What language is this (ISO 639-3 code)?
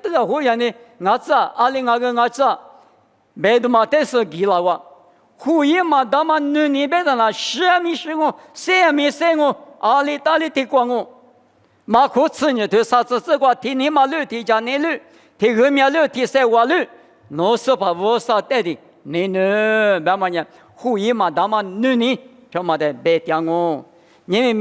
lis